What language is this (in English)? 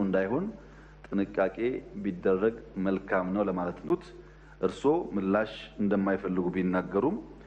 Amharic